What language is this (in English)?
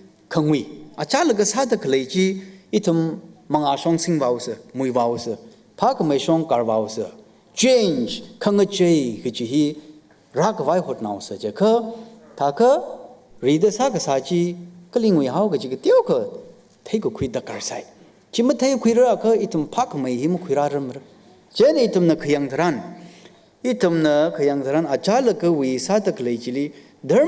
Tangkhul Naga (India)